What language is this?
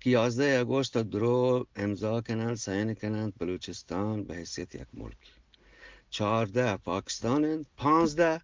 Eastern Balochi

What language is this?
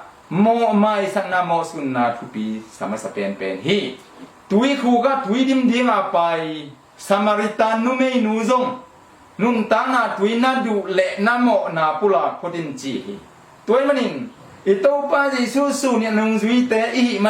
Tedim Chin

